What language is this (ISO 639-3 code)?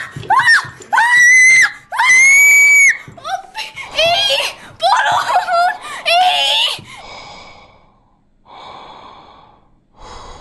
est